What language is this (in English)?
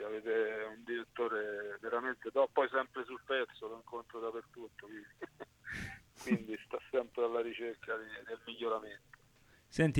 Italian